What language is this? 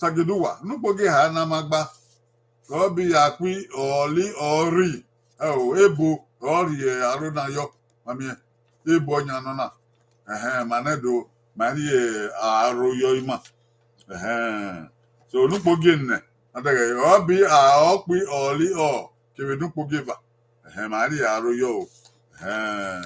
Bini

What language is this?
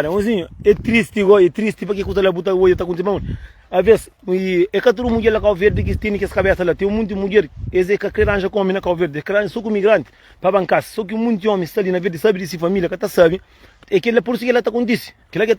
Kabuverdianu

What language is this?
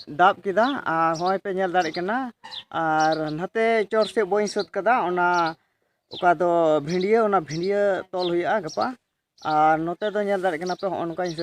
Santali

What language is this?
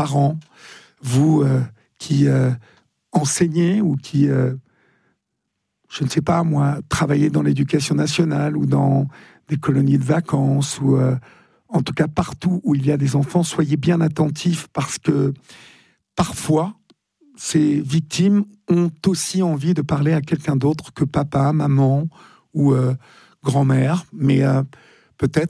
French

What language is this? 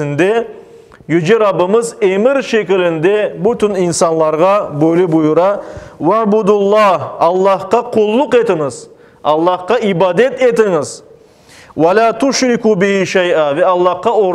Crimean Tatar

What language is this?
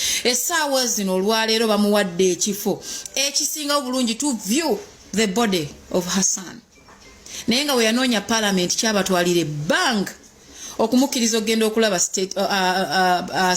Ganda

